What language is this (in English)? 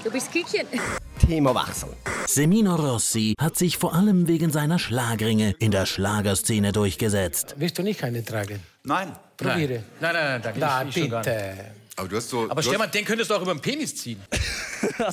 Swiss German